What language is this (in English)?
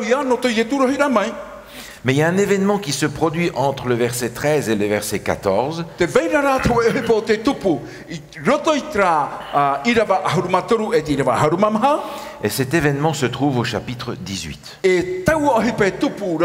Tahitian